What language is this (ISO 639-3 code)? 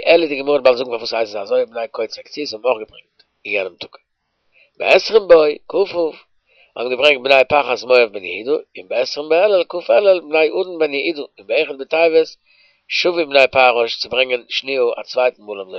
yid